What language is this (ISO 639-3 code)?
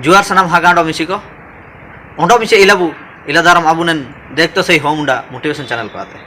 hoc